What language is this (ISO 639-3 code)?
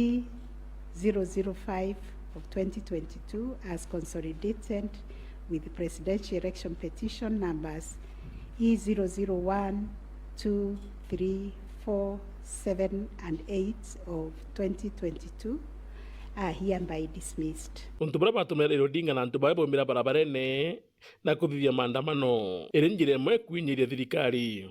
mer